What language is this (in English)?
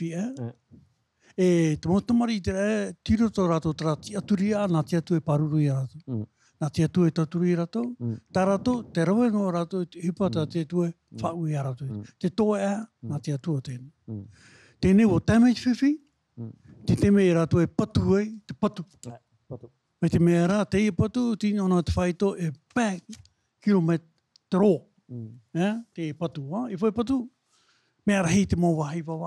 Tahitian